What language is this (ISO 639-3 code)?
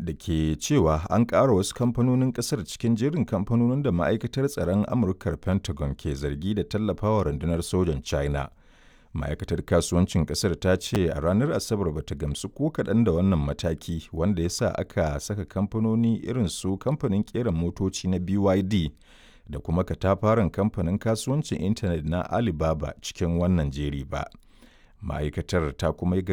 hau